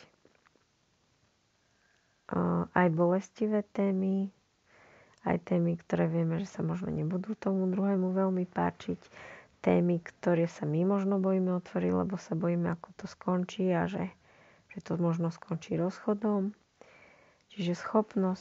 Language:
Slovak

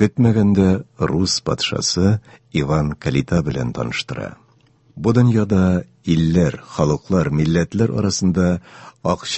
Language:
Tatar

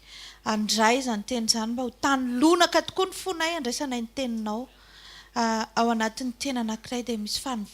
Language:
Malagasy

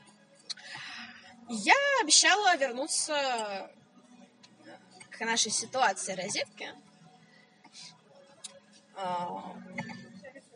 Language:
Russian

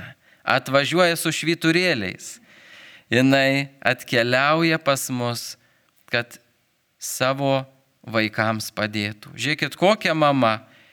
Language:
Lithuanian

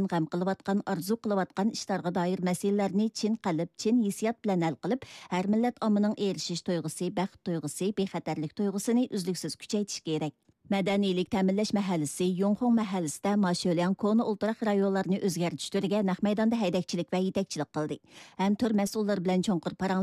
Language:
Uyghur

